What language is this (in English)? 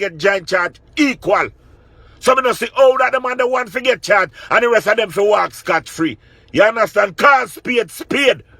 Jamaican Creole English